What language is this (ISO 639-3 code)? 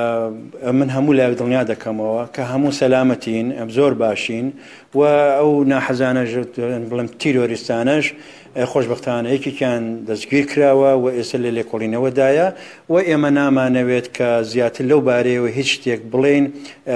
ckb